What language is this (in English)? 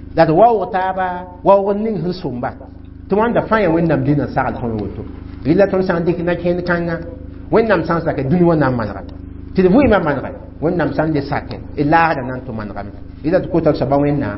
Mossi